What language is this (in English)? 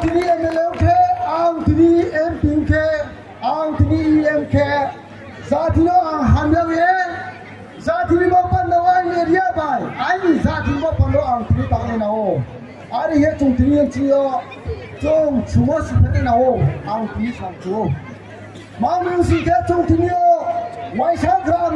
Riang (India)